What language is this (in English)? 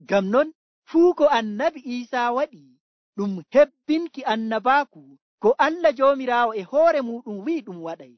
Nigerian Fulfulde